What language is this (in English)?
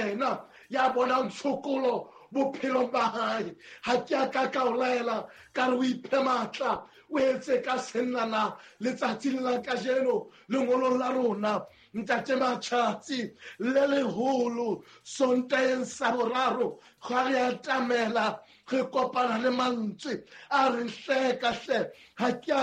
Southern Sotho